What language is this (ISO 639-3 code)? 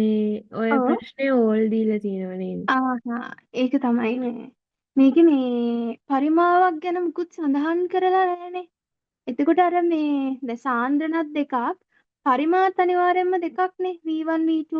sin